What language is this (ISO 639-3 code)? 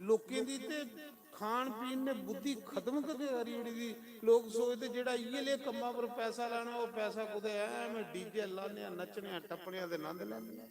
doi